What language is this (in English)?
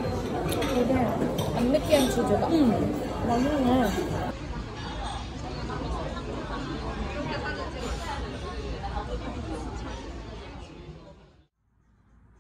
Korean